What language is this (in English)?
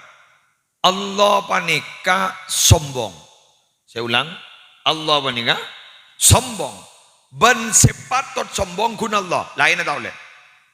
Madurese